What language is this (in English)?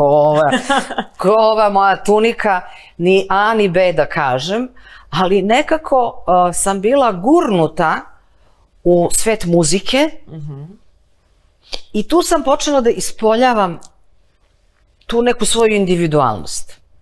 Serbian